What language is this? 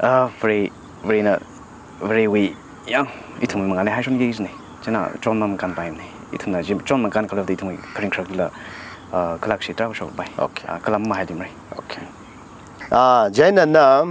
Tangkhul Naga (India)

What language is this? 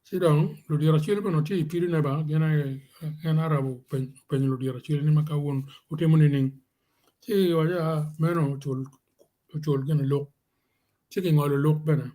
Acoli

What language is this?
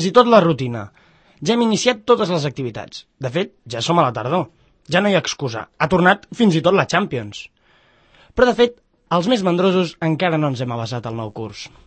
Catalan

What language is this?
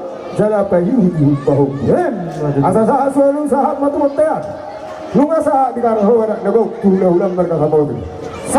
Batak Toba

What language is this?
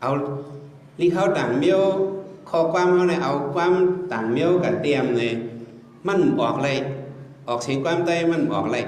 Shan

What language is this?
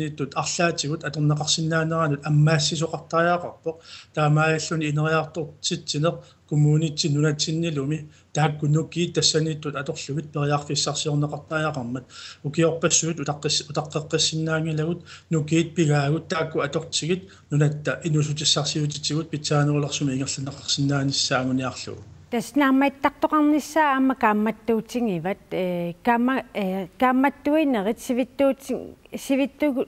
Kalaallisut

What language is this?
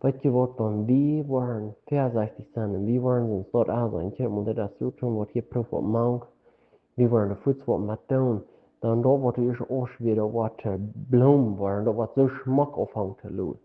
Plautdietsch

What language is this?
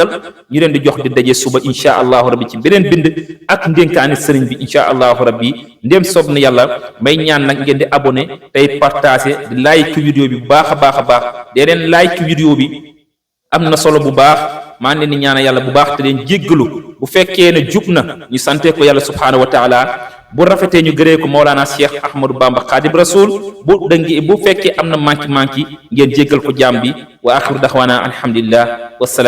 Wolof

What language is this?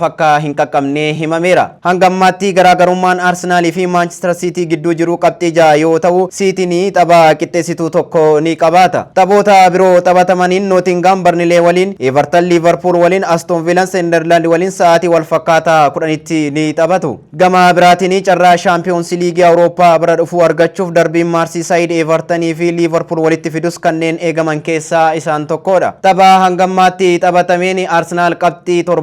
Oromo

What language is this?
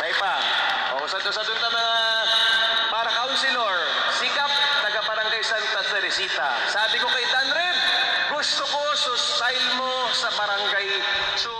Bikol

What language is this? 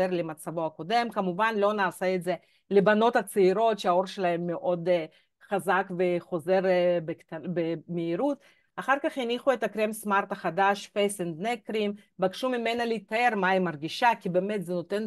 Hebrew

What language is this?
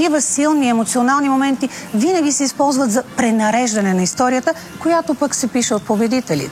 Bulgarian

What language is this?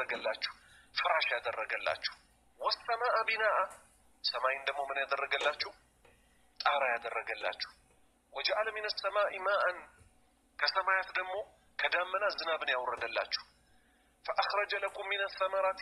Amharic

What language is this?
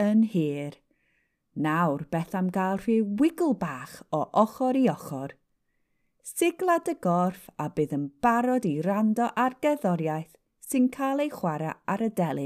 Welsh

